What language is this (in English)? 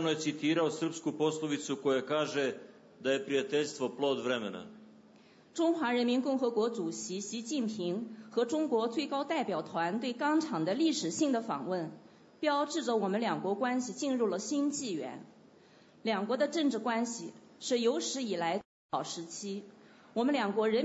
Serbian